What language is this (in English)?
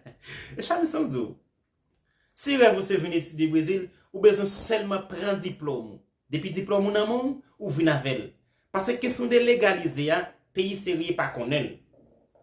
Haitian Creole